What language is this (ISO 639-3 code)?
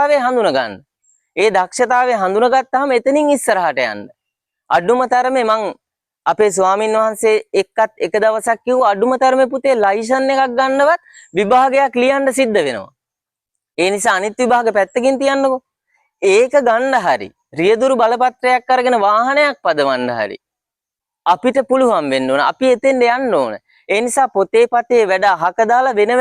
sin